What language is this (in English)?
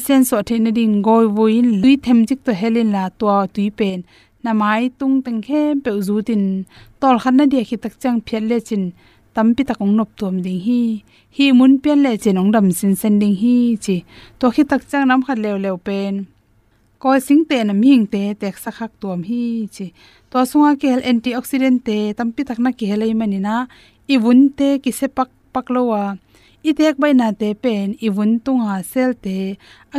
Tedim Chin